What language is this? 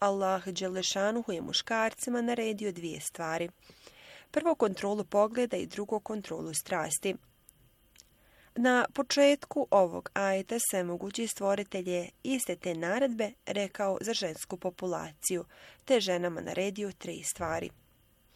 Bosnian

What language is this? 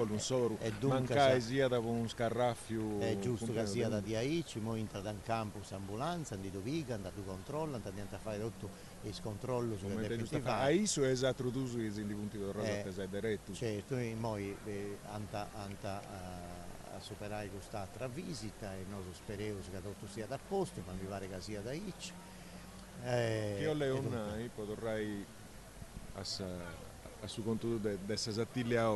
Sardinian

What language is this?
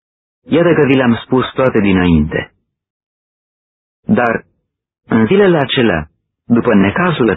Romanian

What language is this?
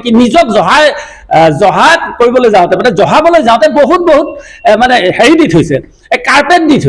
Assamese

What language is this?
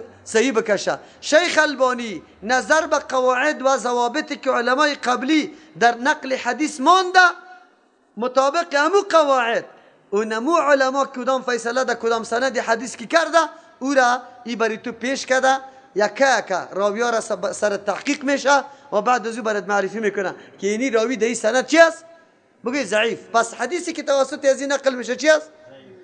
Persian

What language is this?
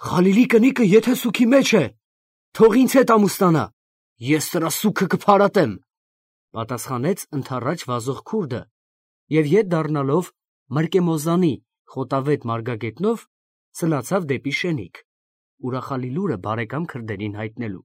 Armenian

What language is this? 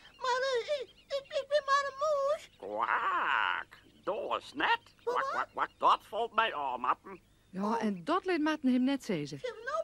Western Frisian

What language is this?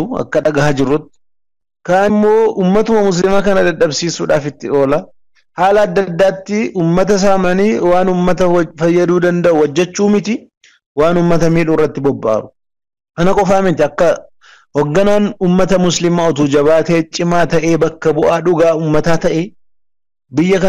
Oromo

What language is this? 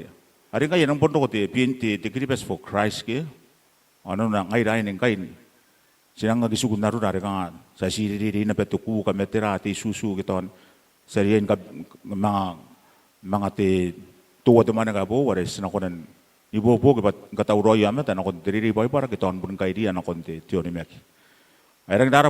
Gilbertese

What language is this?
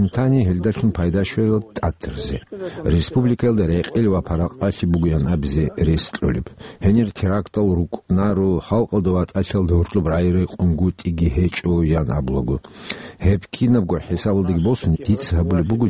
Avaric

